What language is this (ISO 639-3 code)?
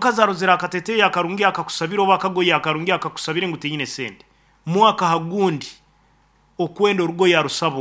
nyo